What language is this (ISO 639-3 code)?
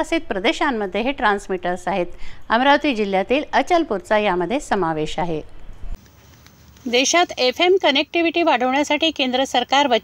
mar